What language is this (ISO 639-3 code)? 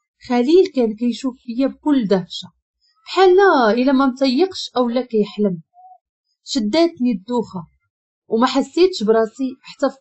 ary